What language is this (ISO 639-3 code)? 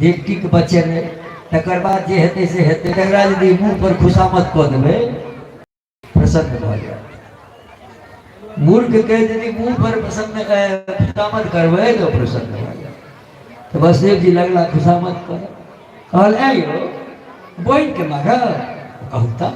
mai